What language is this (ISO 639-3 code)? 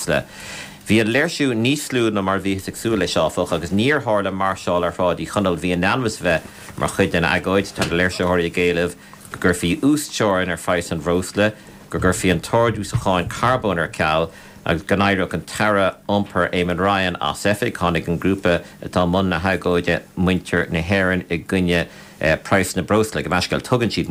gle